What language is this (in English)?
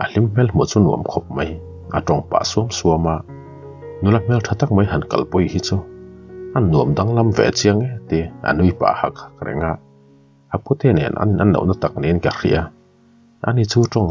Mizo